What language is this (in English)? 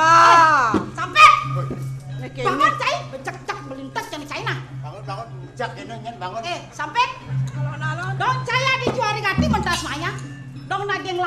Balinese